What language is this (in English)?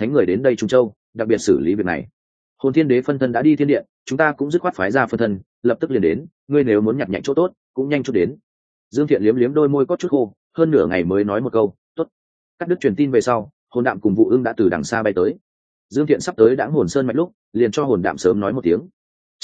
Vietnamese